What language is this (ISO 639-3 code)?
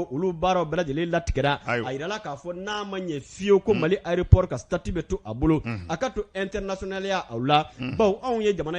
bam